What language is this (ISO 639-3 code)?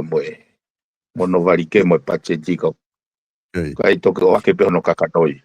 ton